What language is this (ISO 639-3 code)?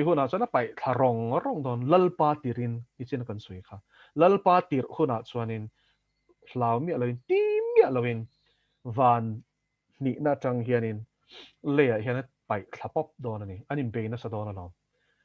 lus